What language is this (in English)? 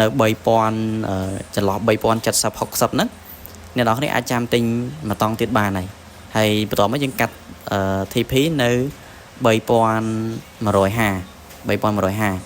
Khmer